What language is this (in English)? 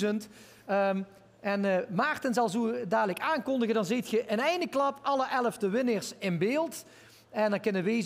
Limburgish